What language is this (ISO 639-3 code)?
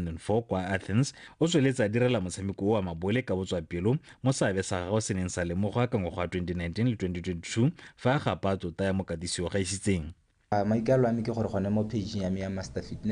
tsn